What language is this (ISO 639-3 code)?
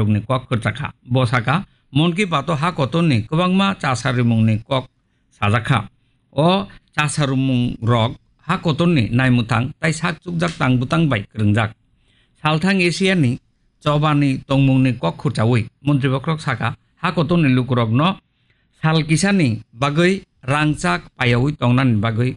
trp